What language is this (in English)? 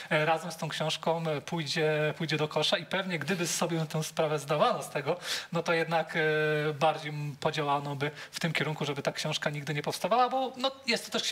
Polish